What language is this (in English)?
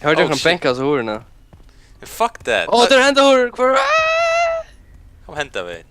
Faroese